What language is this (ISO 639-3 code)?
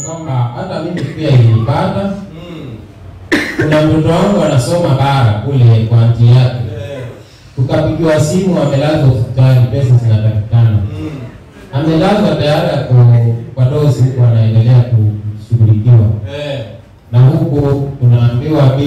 swa